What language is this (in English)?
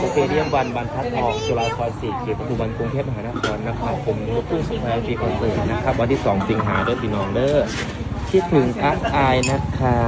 Northeastern Thai